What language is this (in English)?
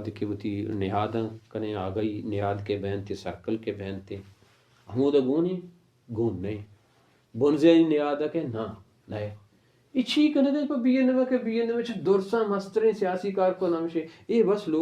Baluchi